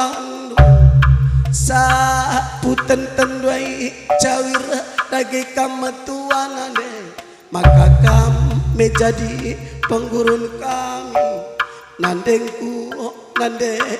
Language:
Batak Karo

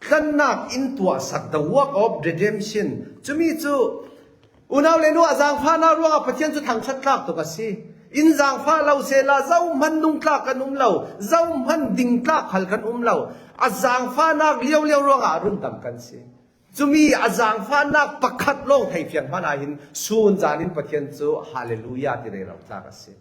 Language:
Falam Chin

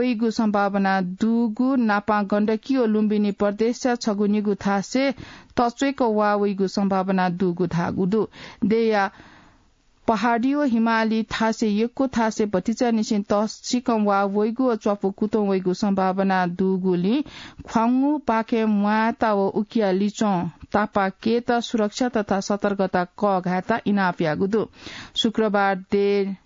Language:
Newari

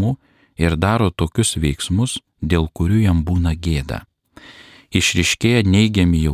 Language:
Lithuanian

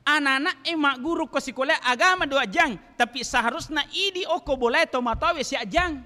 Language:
Buginese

